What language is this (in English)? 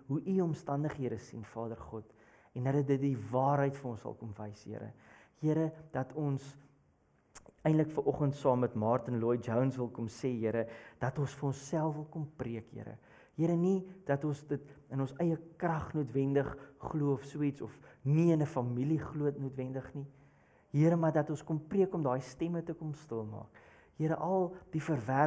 Afrikaans